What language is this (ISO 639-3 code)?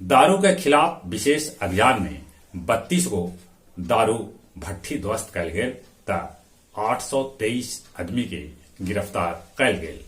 mag